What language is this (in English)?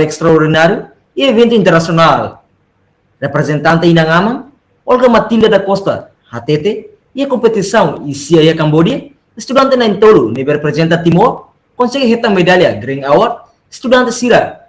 Tetum